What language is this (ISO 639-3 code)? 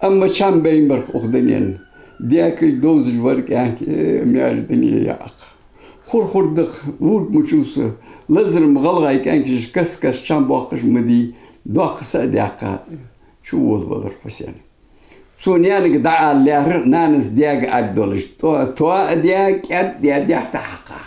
inh